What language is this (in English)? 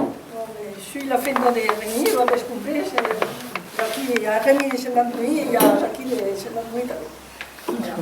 Occitan